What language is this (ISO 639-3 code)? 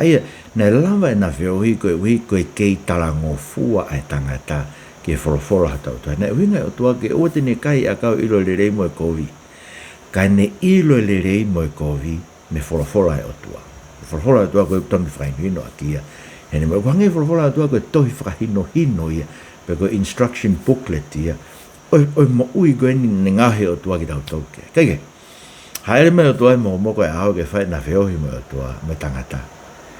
ton